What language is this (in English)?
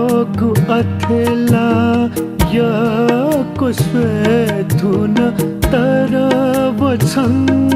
Newari